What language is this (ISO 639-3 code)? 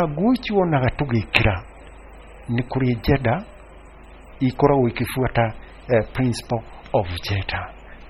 kik